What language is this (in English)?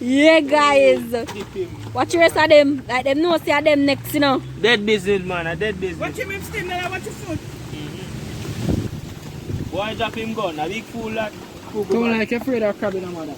Jamaican Creole English